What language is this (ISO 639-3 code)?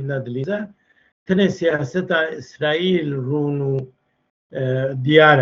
kur